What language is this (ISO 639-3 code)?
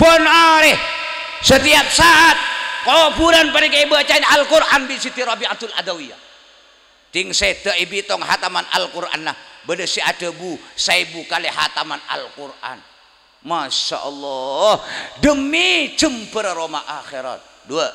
mad